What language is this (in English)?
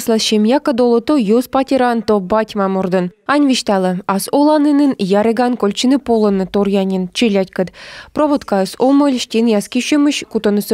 Komi